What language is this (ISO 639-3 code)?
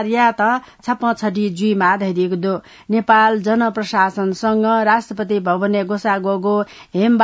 new